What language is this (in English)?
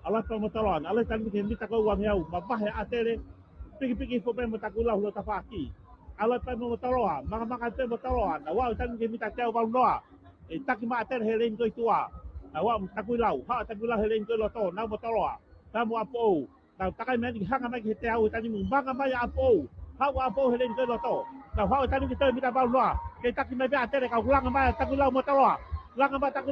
Tongan